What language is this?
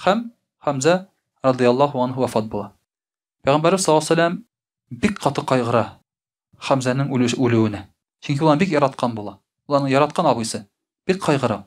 Tatar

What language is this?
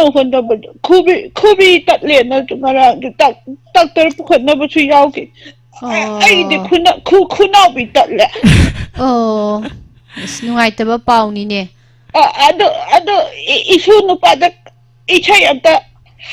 Manipuri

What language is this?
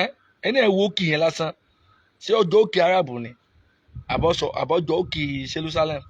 Yoruba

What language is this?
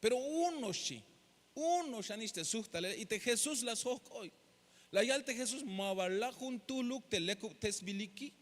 Tzeltal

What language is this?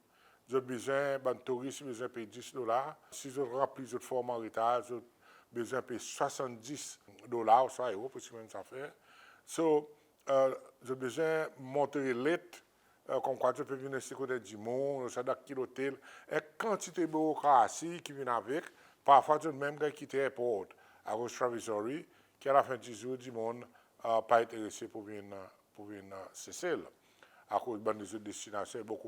Seselwa Creole French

